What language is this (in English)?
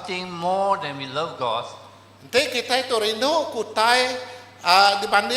Iban